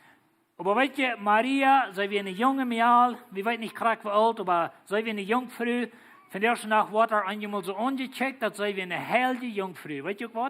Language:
Plautdietsch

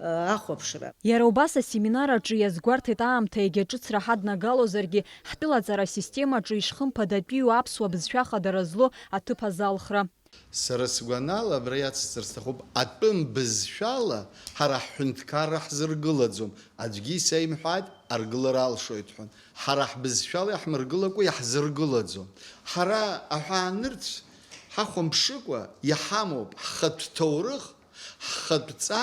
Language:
Abkhazian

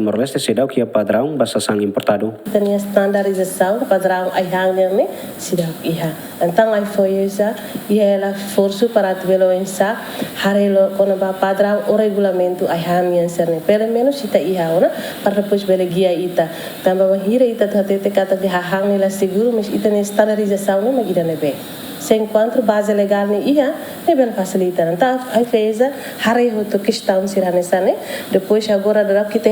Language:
Tetum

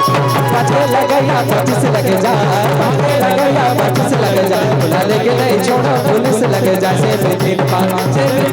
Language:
Chhattisgarhi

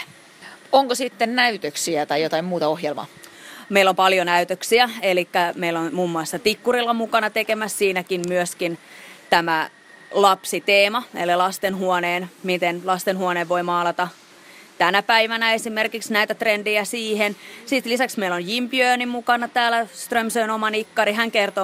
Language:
Finnish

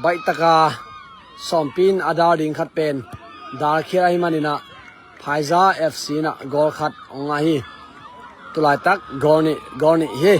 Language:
Tedim Chin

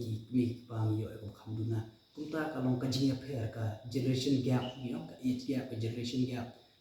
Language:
Khasi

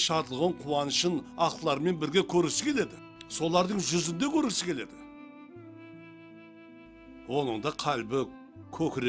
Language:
Kara-Kalpak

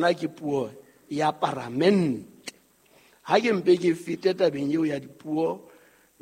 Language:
Southern Sotho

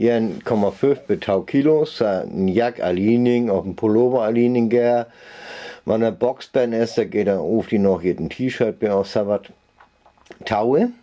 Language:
Northern Frisian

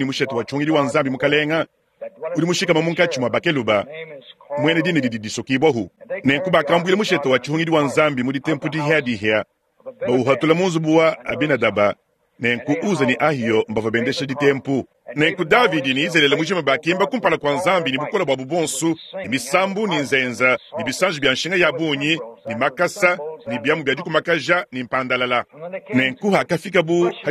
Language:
Luba-Lulua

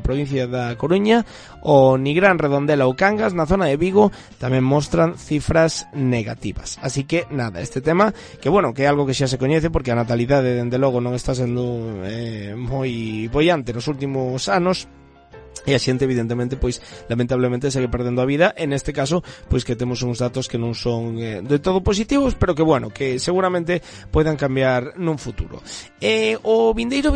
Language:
Galician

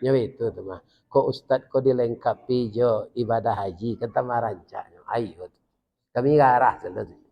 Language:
Minangkabau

